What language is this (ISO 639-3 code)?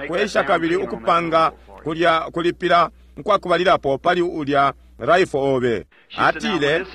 bem